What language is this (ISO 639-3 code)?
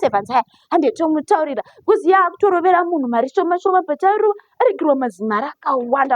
sna